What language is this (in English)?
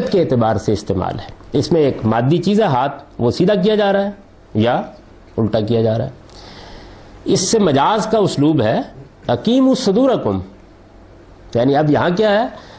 Urdu